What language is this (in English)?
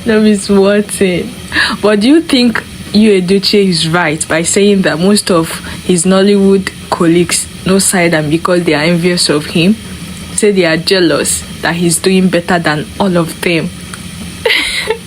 Nigerian Pidgin